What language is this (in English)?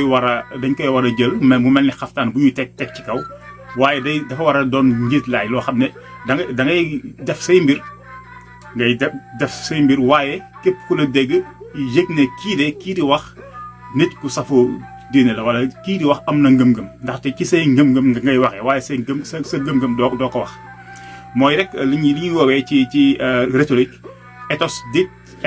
Wolof